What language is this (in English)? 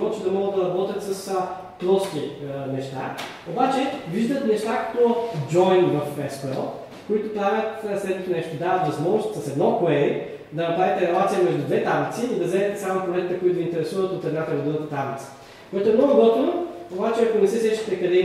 Bulgarian